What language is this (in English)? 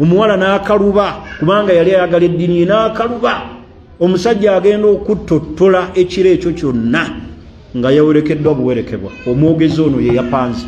Ganda